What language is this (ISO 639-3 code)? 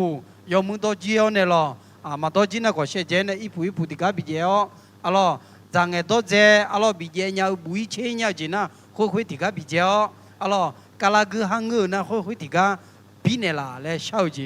ahk